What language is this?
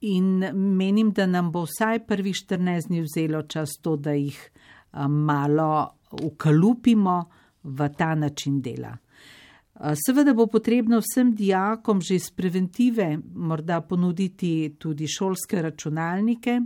Slovenian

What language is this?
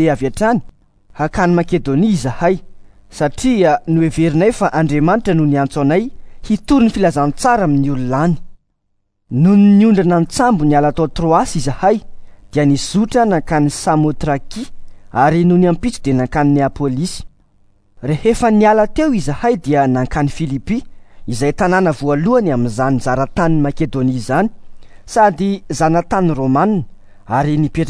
Malagasy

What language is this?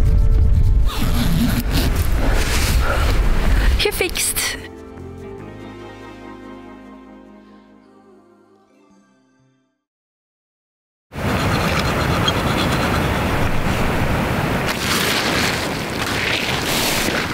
Dutch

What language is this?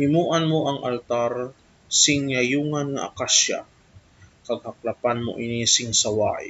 Hiligaynon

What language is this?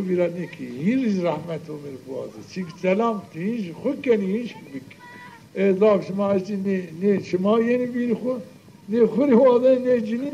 Zaza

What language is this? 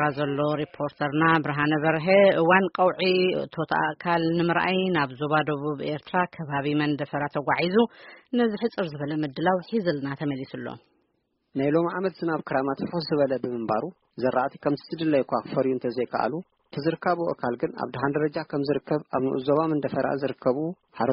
Tigrinya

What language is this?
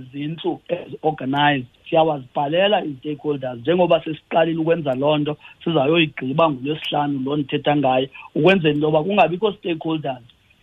Xhosa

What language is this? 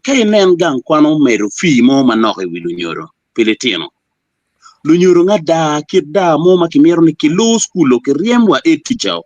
Acoli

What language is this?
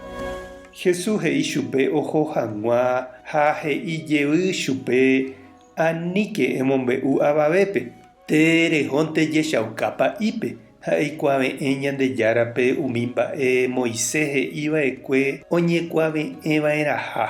Guarani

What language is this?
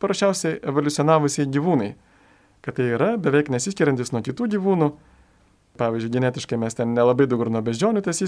Lithuanian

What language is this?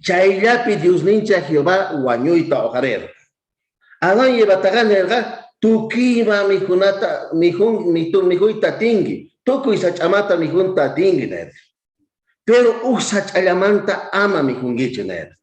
South Bolivian Quechua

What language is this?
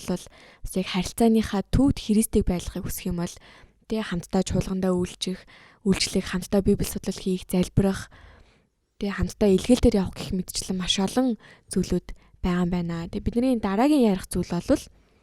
Mongolian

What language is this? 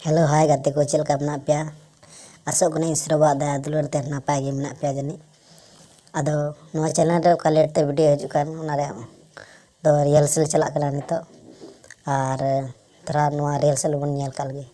Santali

